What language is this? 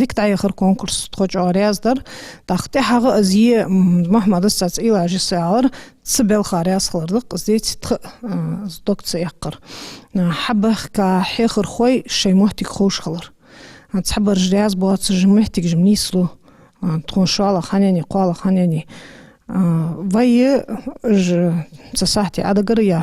Ingush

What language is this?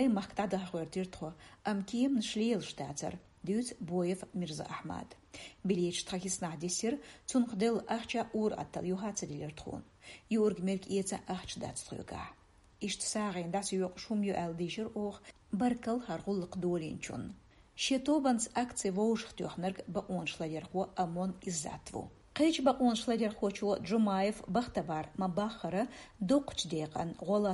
Chechen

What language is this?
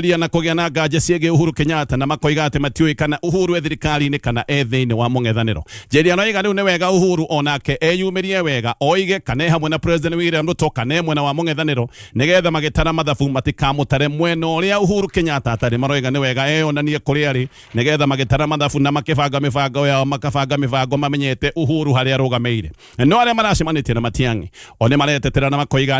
Kikuyu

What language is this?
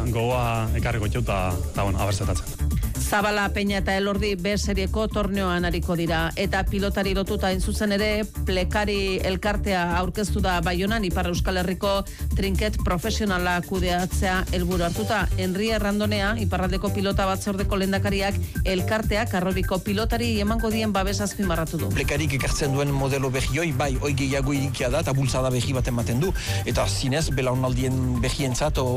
Basque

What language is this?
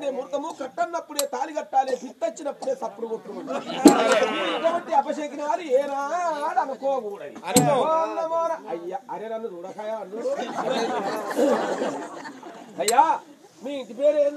Telugu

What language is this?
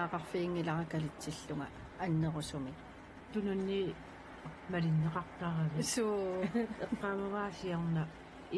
Kalaallisut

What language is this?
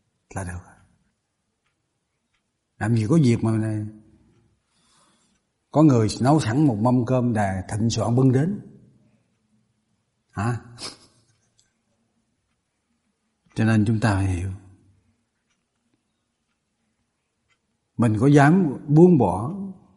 Vietnamese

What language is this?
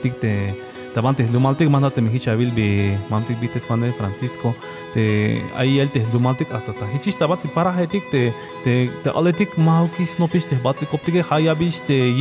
Tzeltal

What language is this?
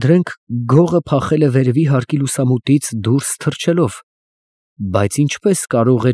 Armenian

